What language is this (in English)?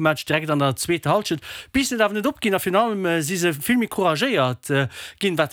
Luxembourgish